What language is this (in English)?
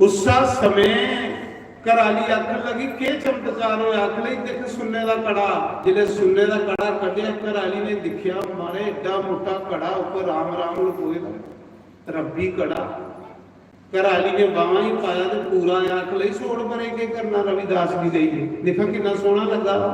Dogri